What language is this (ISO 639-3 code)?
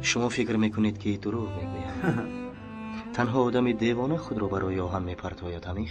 tgk